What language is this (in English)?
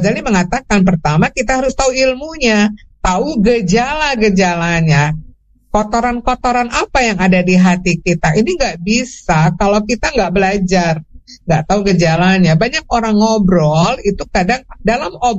Indonesian